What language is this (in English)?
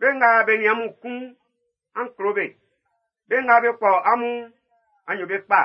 Baoulé